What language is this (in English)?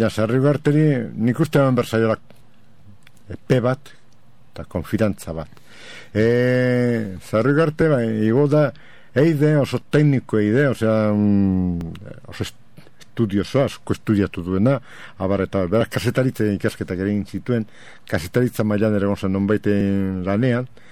Basque